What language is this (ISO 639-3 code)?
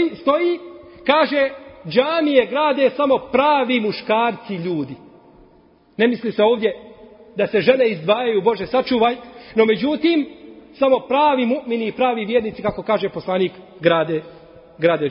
bos